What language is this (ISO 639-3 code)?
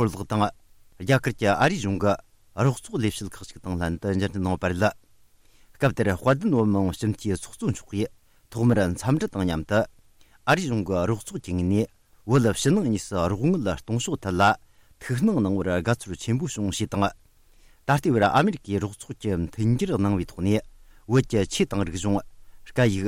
bod